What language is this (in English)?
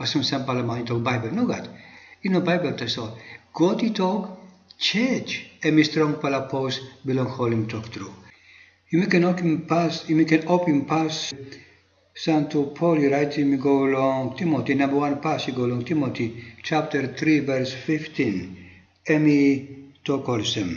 Tok Pisin